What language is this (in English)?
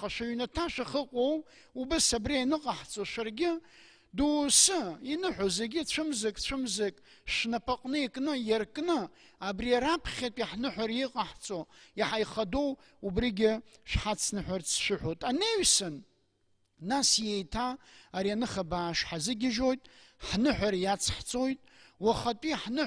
Abkhazian